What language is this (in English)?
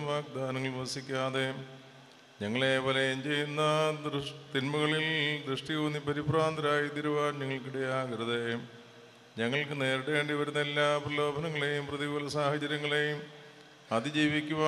Malayalam